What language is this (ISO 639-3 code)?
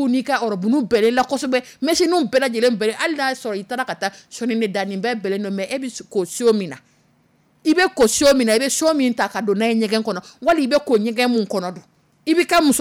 dyu